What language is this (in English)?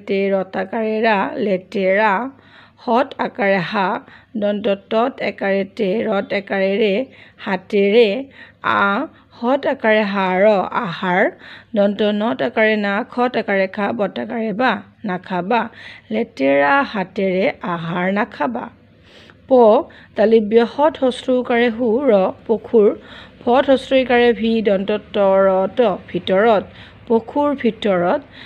Assamese